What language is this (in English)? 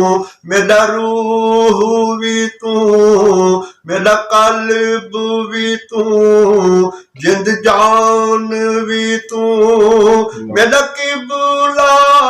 Saraiki